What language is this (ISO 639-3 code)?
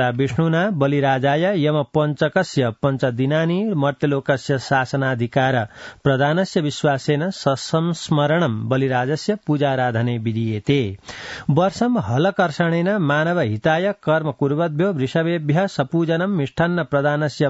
san